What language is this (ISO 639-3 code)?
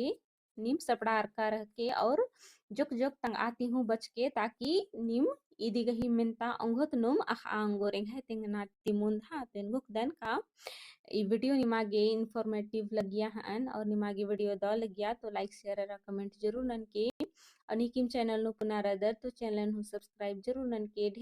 kru